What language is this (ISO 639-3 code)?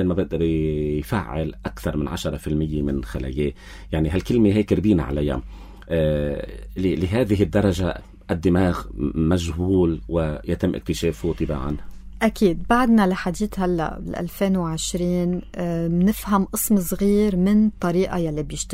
apc